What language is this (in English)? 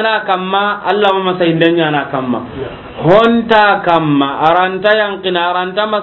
Soninke